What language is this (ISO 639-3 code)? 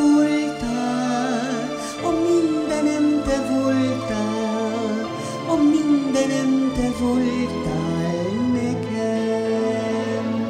hun